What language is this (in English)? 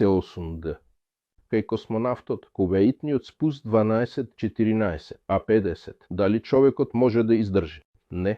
Macedonian